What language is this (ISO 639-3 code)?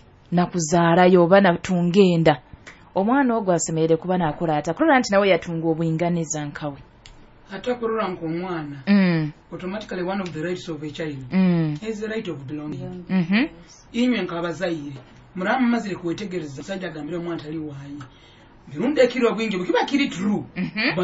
nyo